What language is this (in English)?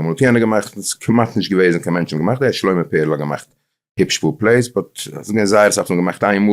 Yiddish